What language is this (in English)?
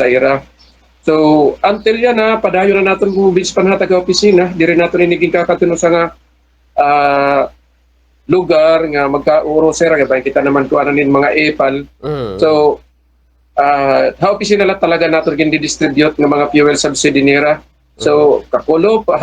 Waray